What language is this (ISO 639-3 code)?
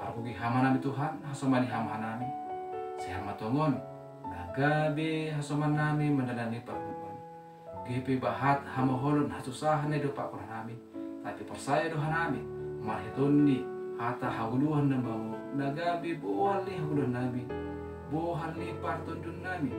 bts